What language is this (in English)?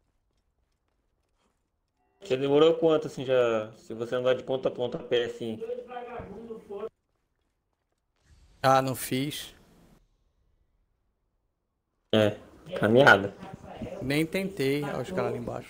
Portuguese